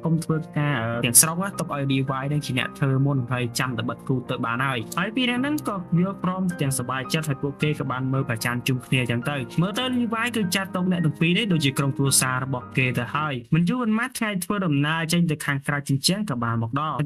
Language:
Khmer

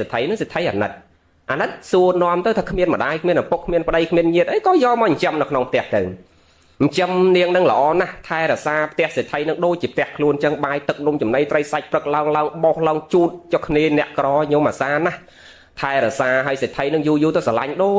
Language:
Khmer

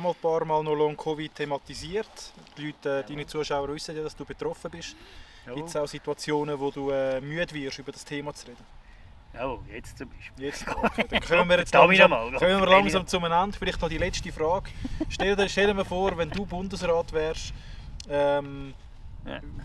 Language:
Swiss German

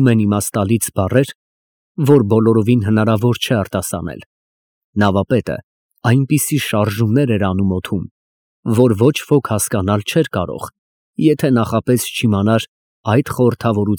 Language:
Armenian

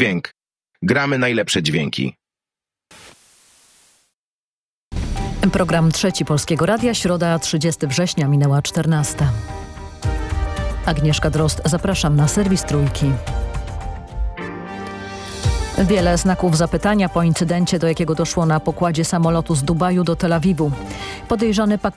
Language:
Polish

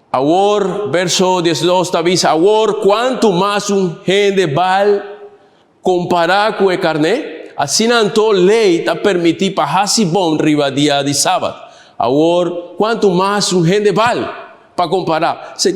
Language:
Papiamento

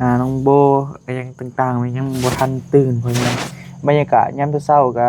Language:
Northeastern Thai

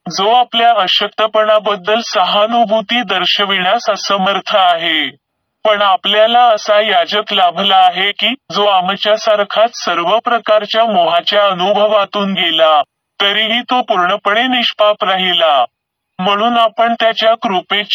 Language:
Marathi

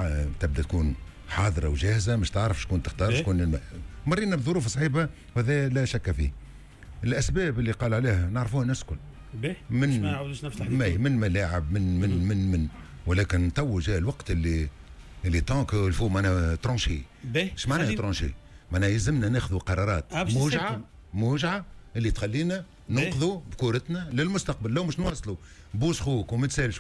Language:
Tunisian Arabic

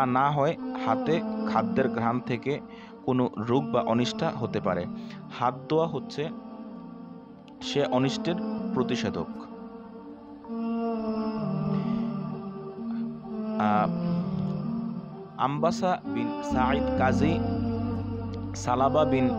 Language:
Bangla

